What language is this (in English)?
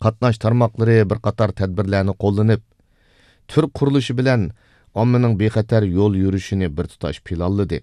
Uyghur